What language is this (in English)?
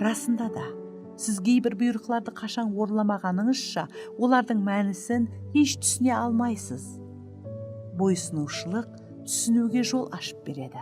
Kara-Kalpak